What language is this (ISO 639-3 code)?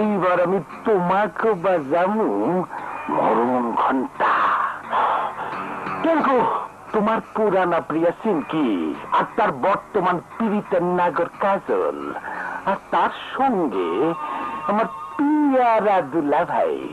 ben